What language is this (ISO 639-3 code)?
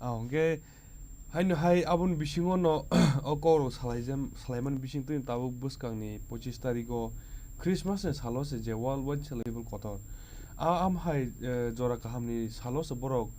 trp